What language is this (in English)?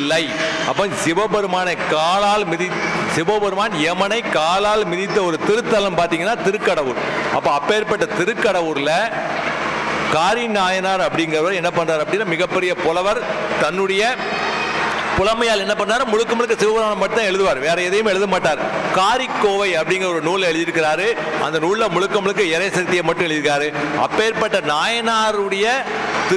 Tamil